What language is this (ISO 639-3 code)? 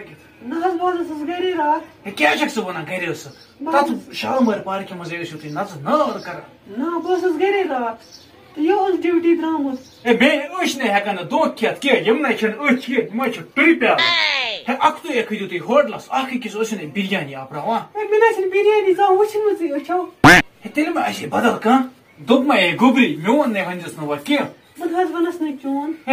kas